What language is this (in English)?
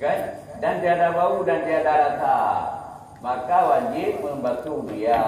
Achinese